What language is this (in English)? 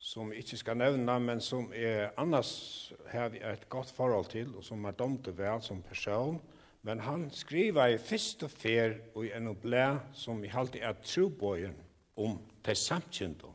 Faroese